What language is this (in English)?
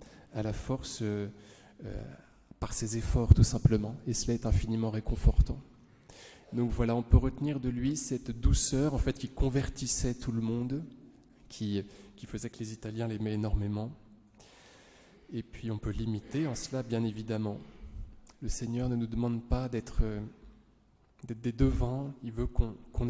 French